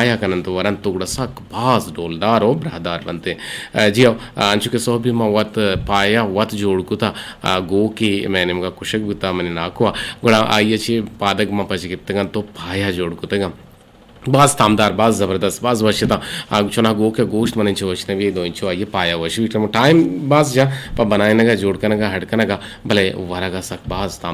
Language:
Eastern Balochi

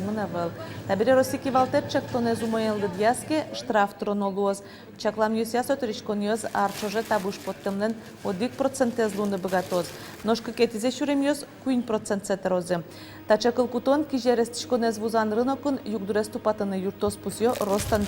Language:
Udmurt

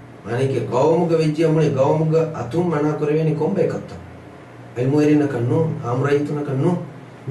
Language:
Divehi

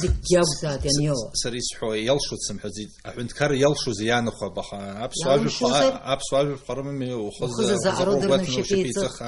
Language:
Abkhazian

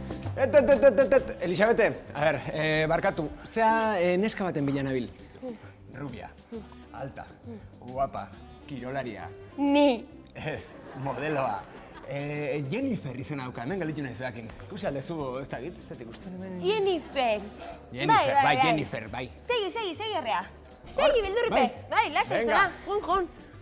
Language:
Basque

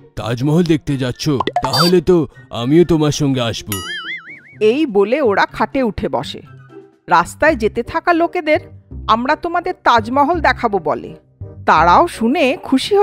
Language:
Bangla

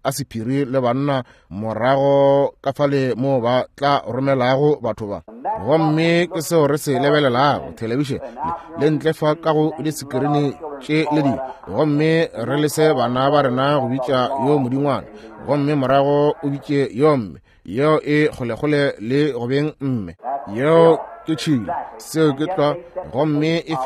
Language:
Northern Sotho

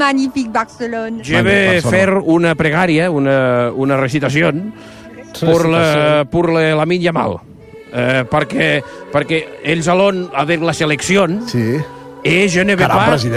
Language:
Catalan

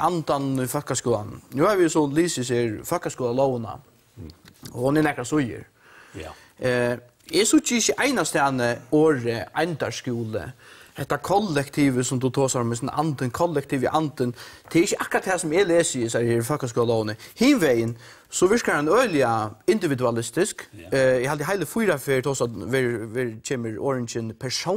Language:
Faroese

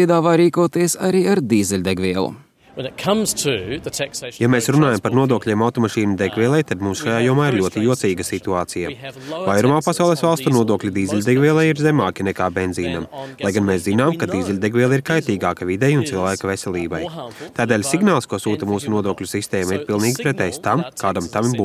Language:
Latvian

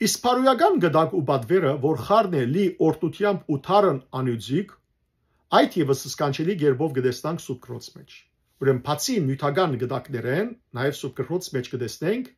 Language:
Western Armenian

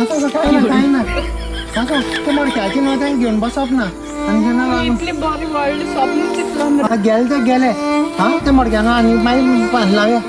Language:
Konkani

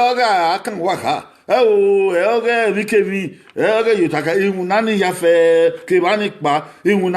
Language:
Bini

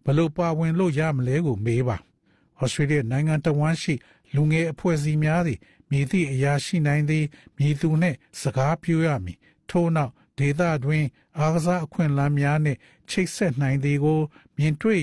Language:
Burmese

